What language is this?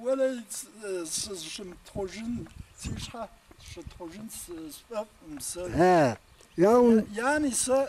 Kabardian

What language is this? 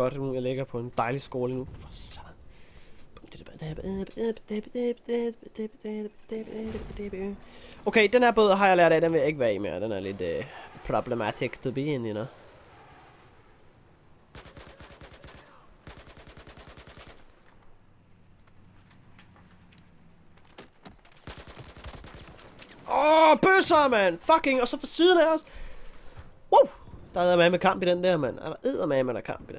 Danish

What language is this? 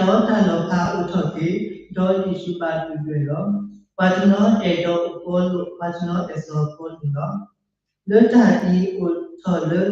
S'gaw Karen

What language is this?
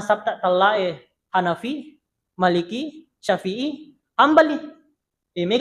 Buginese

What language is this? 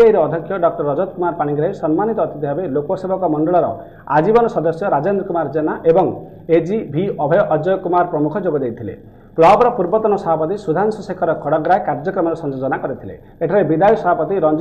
Odia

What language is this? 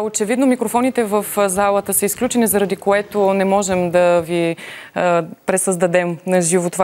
Bulgarian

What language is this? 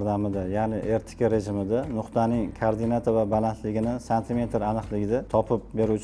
Uzbek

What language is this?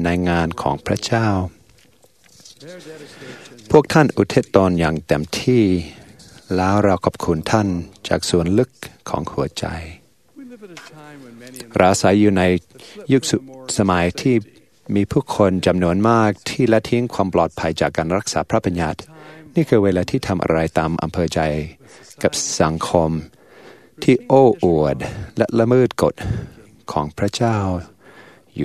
Thai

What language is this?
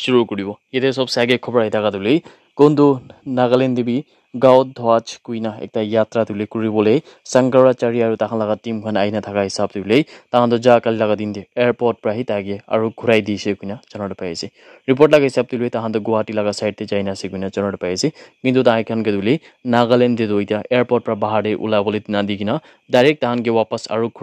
Naga Pidgin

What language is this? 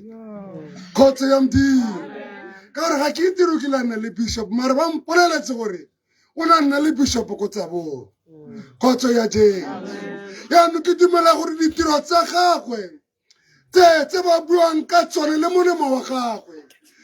Tswana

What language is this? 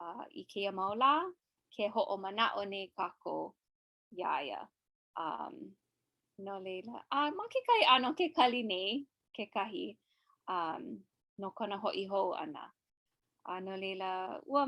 Hawaiian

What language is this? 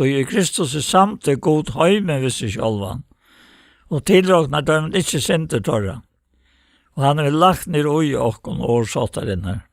Faroese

